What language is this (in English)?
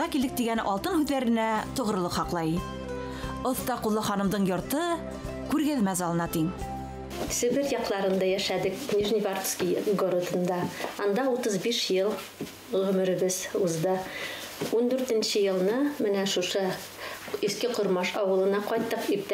Bashkir